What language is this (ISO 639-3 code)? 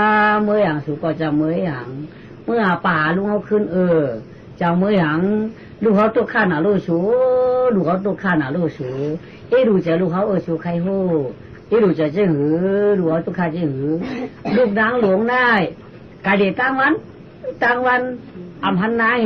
shn